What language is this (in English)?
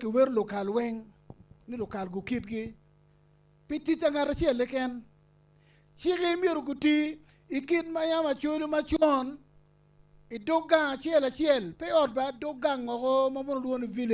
Acoli